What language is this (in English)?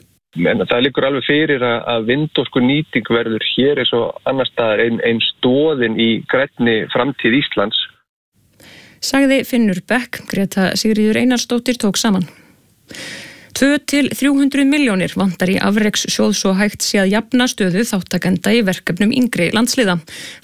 Icelandic